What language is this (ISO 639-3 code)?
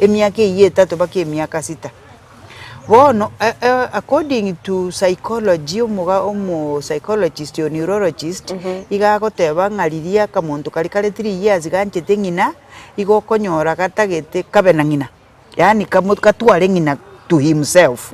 guz